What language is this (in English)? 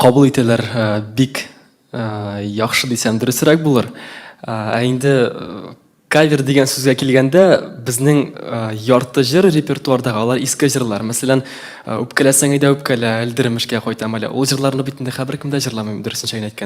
Tatar